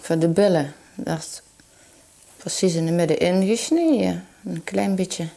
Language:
Limburgish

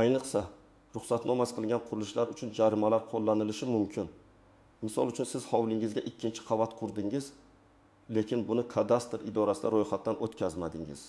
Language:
Uzbek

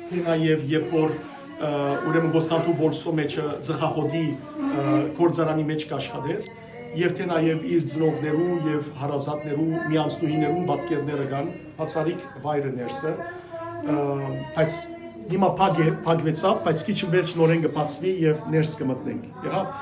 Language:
Western Armenian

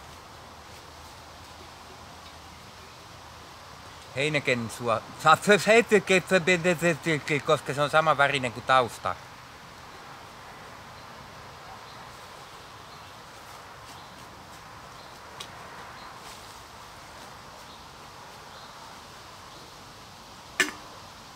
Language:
Finnish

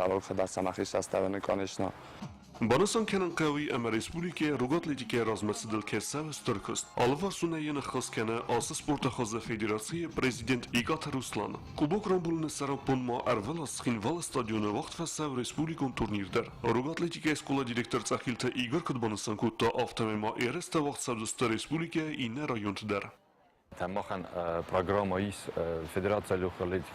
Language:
Ossetic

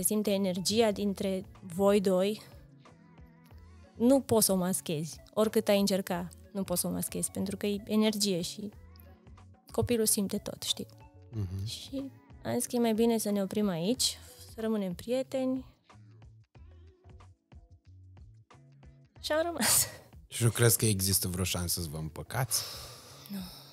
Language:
Romanian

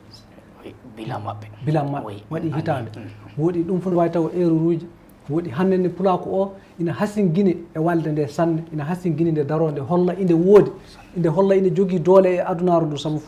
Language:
Fula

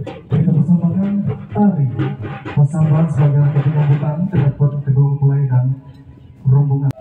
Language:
Minangkabau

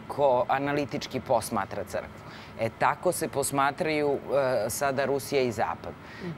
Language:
Serbian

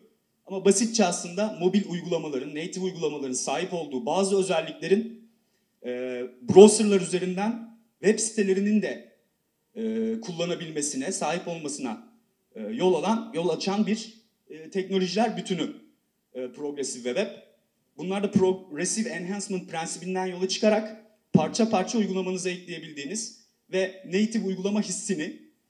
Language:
Turkish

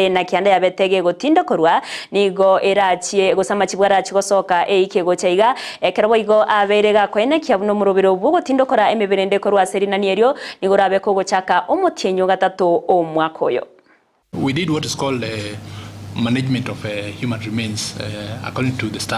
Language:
Gusii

